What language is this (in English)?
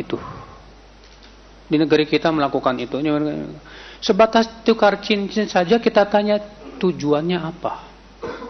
Indonesian